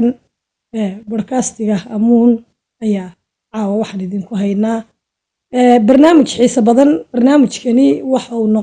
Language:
Somali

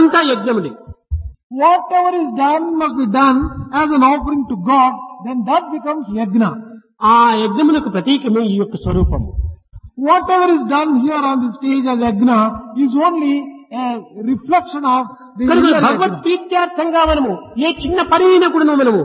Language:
Telugu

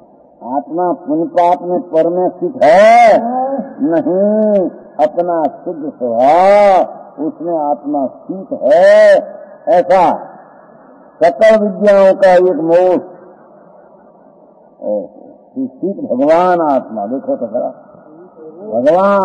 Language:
Hindi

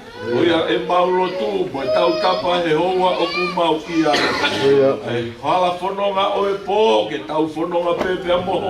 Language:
Tongan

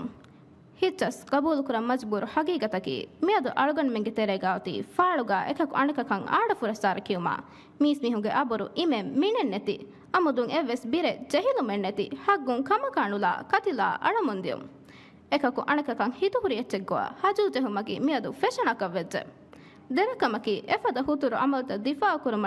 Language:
Divehi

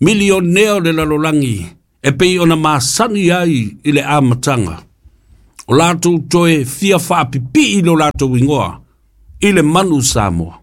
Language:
Samoan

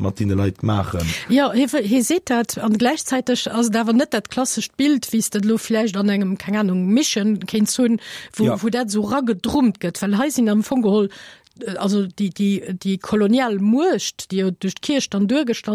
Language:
Luxembourgish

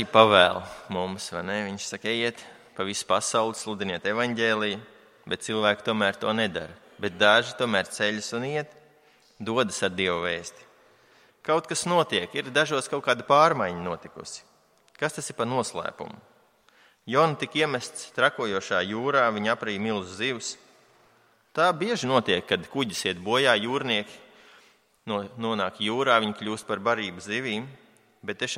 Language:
Latvian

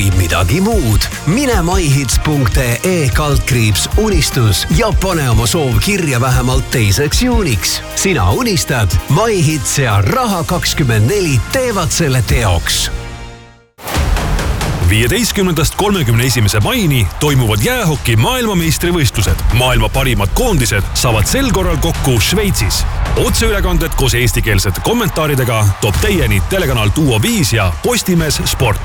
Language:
Estonian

